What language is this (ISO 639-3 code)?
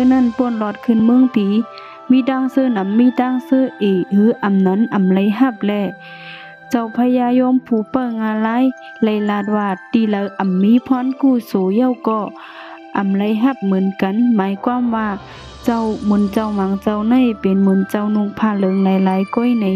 shn